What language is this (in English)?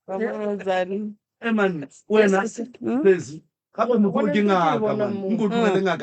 Northern Sotho